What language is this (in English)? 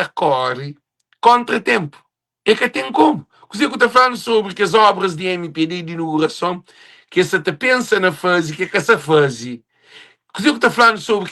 Kabuverdianu